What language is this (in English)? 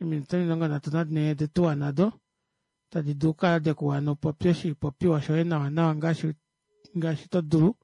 Kuanyama